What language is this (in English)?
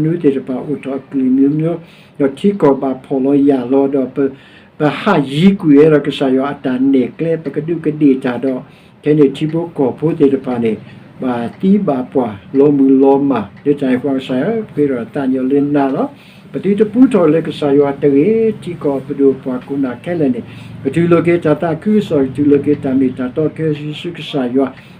S'gaw Karen